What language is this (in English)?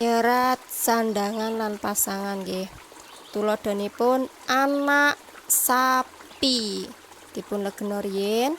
Javanese